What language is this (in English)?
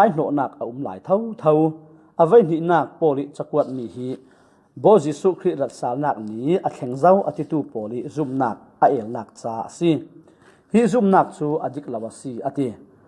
Falam Chin